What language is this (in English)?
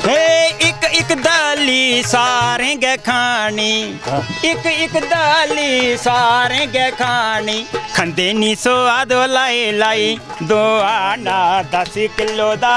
Dogri